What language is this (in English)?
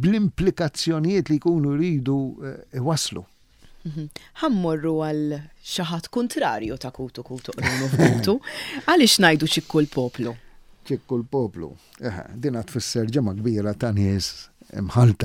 Maltese